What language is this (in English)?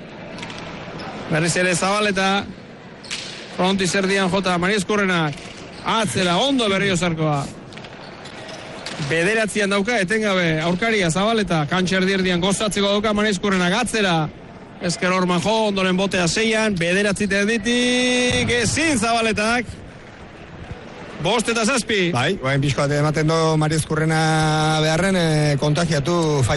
Basque